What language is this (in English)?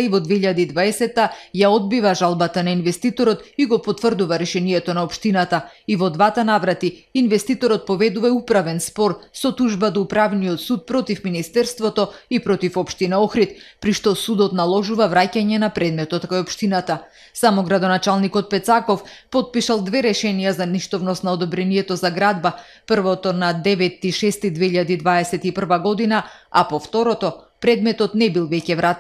Macedonian